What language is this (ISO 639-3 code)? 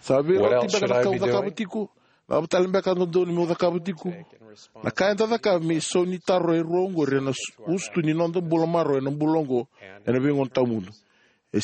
fij